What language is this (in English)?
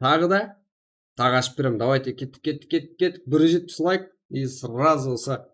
Kara-Kalpak